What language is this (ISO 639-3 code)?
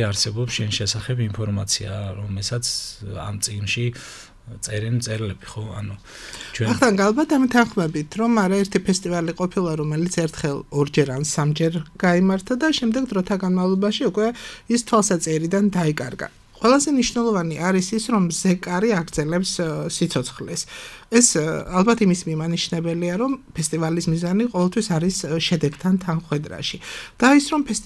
kat